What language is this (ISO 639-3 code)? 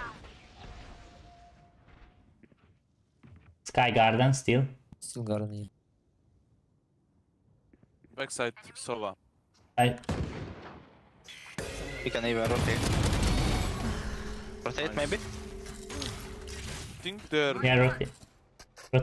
hun